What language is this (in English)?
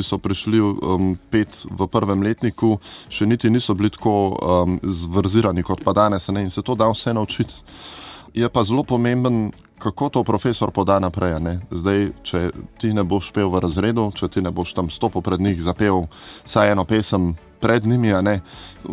Slovenian